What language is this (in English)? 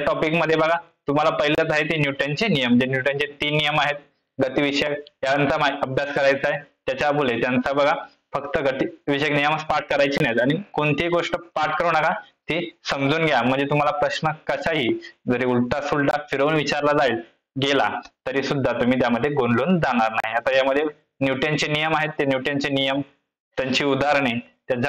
Marathi